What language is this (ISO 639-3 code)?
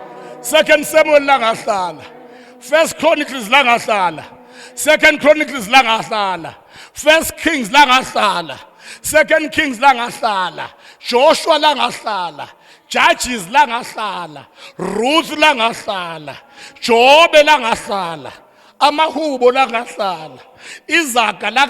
zul